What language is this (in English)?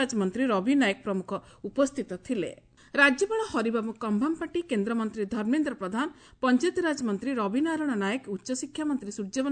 Odia